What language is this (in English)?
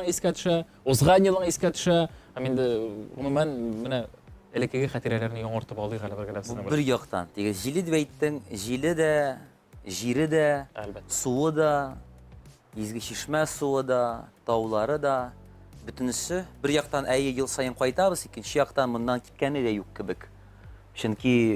Tatar